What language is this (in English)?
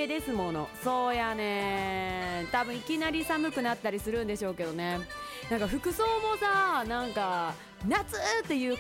Japanese